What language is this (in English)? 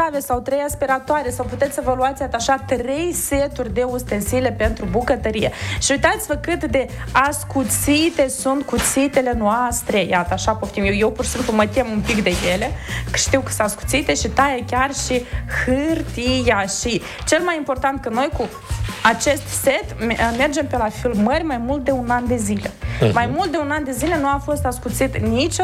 Romanian